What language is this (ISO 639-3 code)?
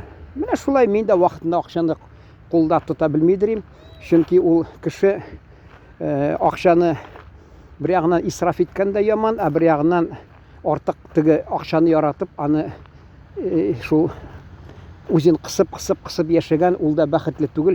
tat